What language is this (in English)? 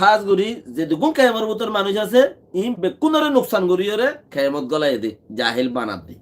Rohingya